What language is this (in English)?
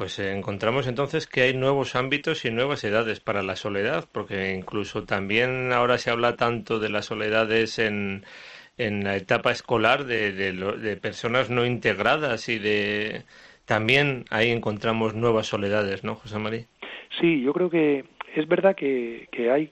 Spanish